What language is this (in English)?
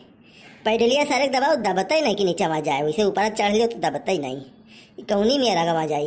Awadhi